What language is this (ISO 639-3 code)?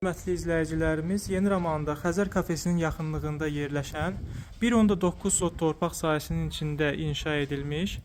aze